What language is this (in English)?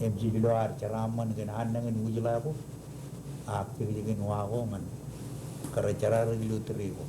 Marshallese